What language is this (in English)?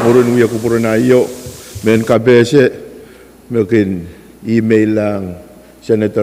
Pohnpeian